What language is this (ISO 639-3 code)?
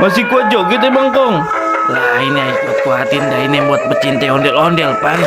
bew